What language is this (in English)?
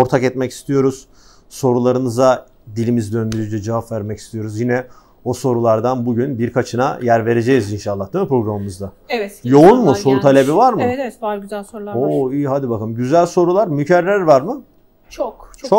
Turkish